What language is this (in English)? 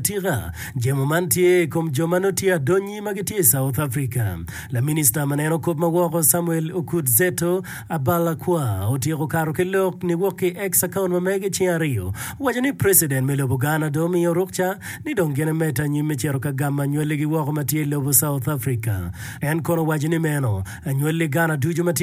Acoli